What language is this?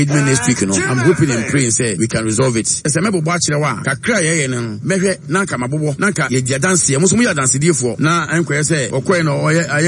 Akan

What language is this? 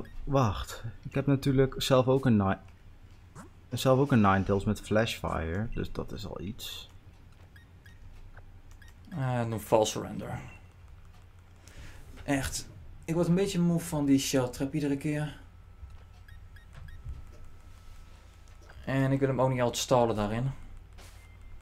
Dutch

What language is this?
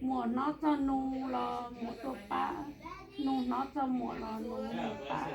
Hmong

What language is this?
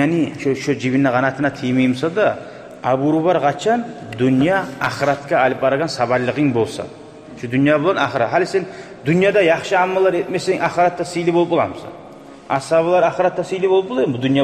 Kumyk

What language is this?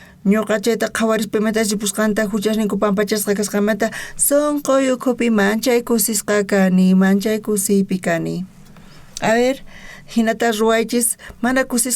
South Bolivian Quechua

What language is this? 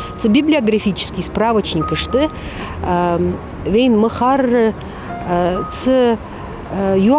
Ingush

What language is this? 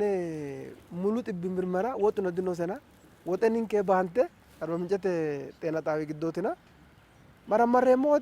Sidamo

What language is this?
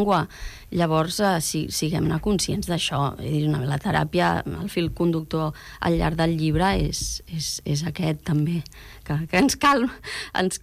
Catalan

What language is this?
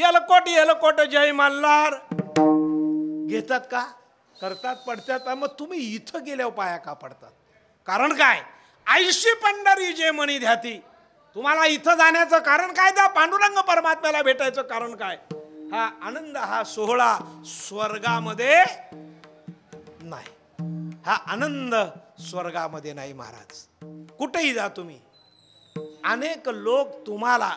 Marathi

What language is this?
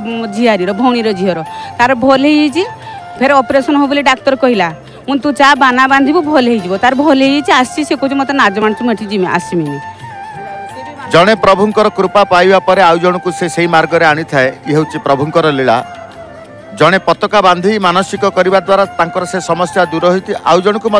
Odia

